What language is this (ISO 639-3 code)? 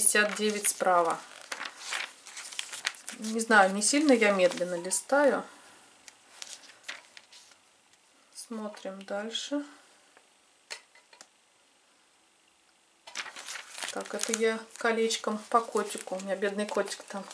rus